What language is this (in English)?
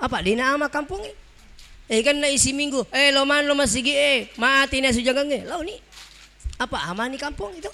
Buginese